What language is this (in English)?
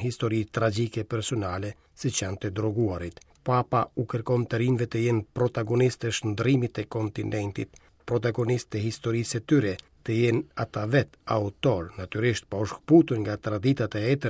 Albanian